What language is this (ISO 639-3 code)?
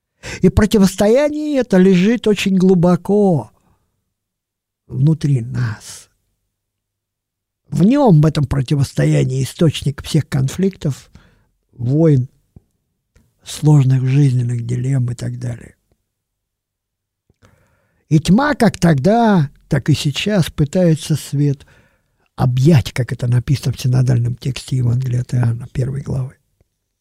rus